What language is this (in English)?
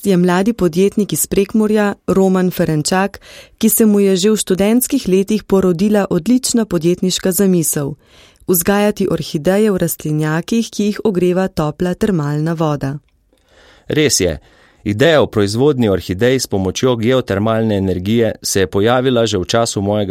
Slovenian